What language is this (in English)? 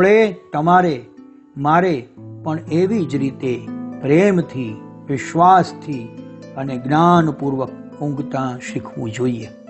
Gujarati